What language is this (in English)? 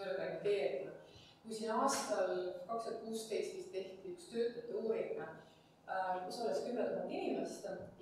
Estonian